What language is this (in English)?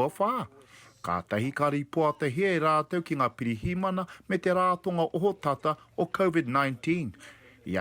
Māori